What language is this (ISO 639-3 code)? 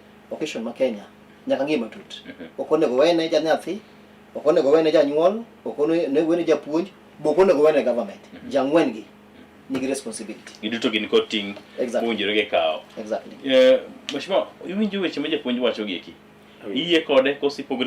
luo